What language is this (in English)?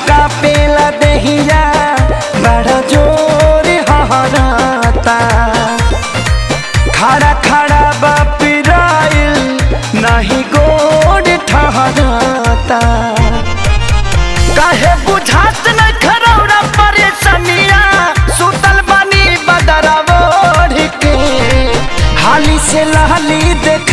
Bhojpuri